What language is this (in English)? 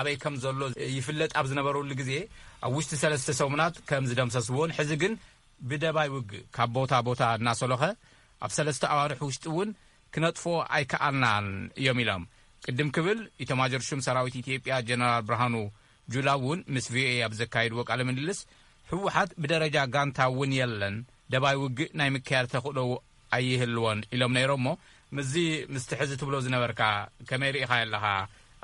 Tigrinya